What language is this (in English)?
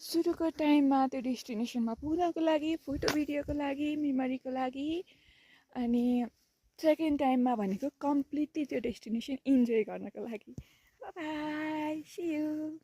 Nepali